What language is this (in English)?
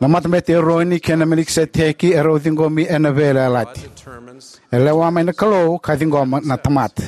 Fijian